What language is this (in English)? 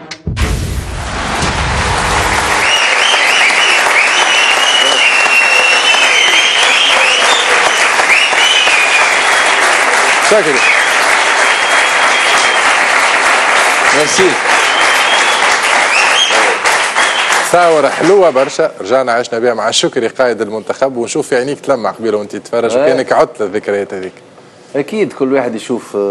Tunisian Arabic